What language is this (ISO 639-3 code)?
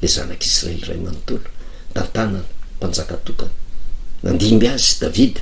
mlg